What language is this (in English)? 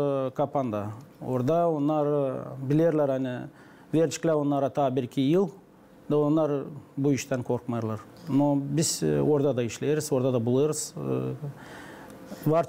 Gagauz